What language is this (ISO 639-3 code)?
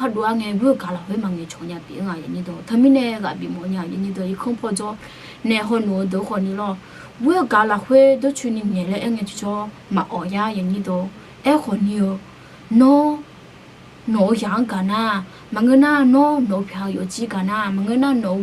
ahk